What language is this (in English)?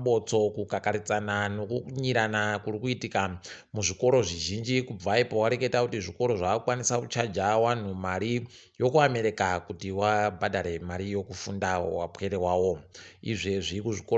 Ndau